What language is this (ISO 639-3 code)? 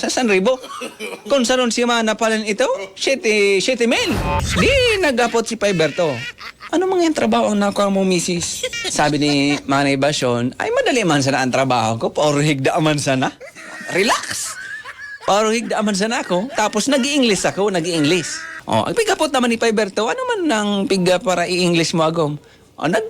bik